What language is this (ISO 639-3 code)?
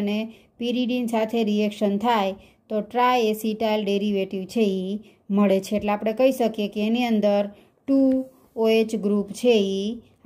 guj